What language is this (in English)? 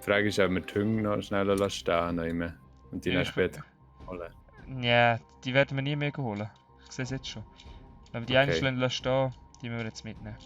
Swiss German